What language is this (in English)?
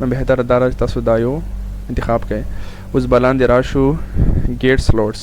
Pashto